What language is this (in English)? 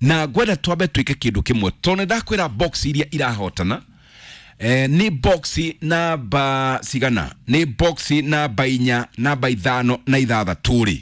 Kikuyu